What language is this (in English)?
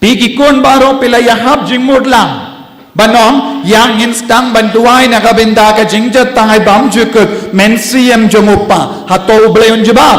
Khasi